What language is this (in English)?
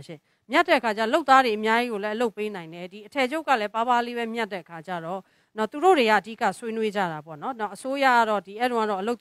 Burmese